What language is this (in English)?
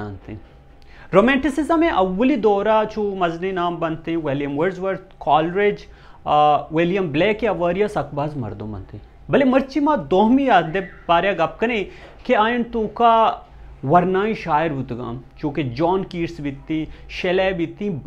Baluchi